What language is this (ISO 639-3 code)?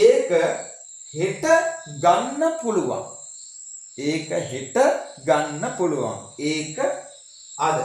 sin